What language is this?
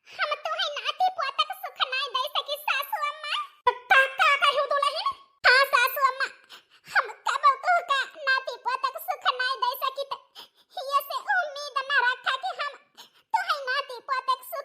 Awadhi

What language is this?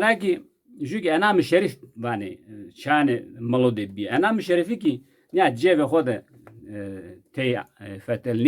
Zaza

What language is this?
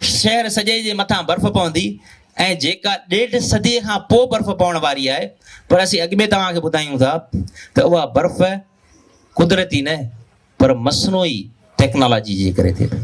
Sindhi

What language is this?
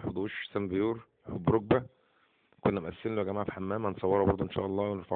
Egyptian Arabic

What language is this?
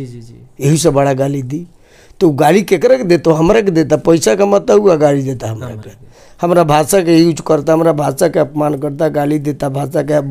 Bhojpuri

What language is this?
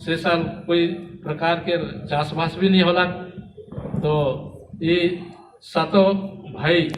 Sadri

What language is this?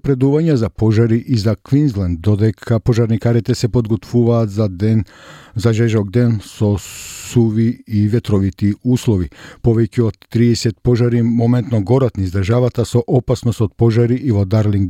Macedonian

